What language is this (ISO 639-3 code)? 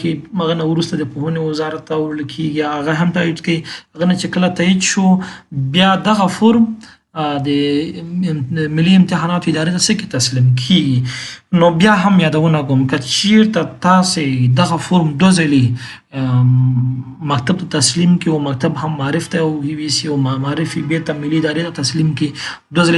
pus